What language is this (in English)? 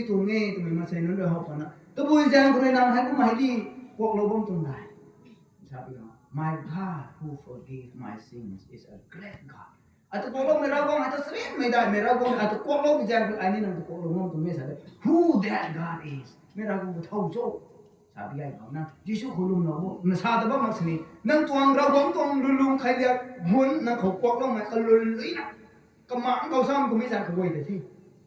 Rongmei Naga